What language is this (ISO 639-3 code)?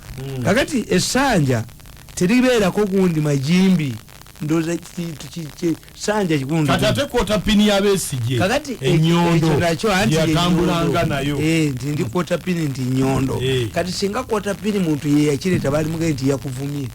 lug